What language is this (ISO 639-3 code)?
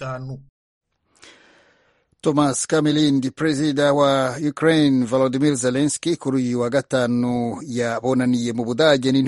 kin